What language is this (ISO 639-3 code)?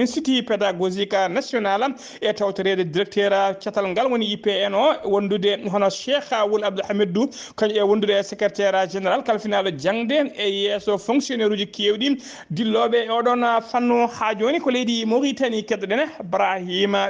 ful